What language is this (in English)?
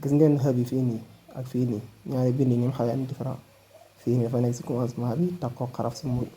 Wolof